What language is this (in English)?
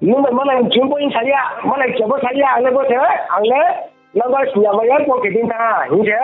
Riang (India)